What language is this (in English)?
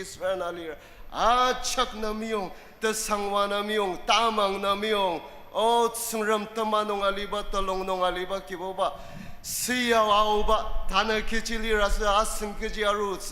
Ao Naga